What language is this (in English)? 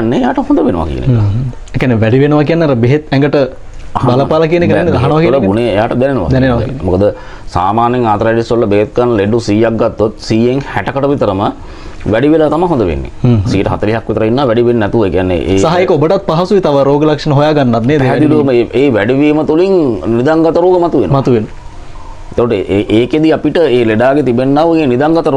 Sinhala